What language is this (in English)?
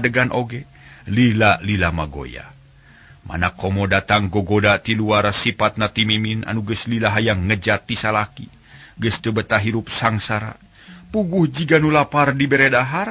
Sundanese